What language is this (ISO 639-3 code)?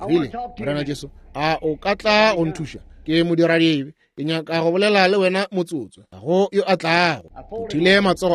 nso